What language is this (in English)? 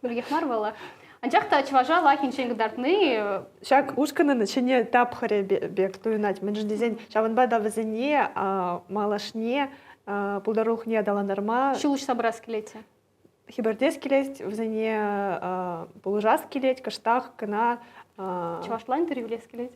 Chuvash